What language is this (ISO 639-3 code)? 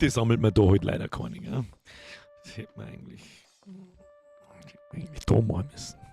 bar